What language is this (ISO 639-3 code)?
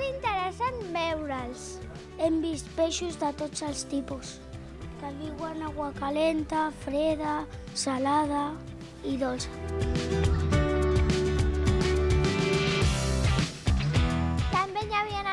cat